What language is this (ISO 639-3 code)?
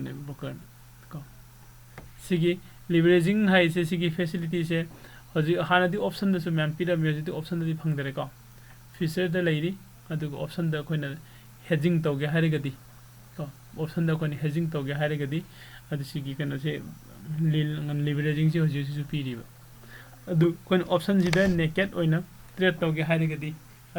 mni